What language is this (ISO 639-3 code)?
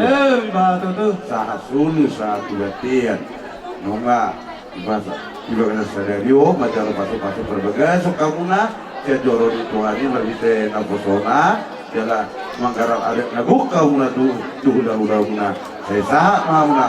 bbc